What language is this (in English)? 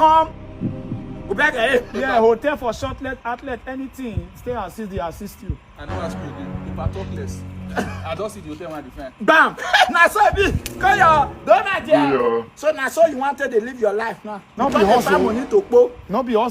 Nigerian Pidgin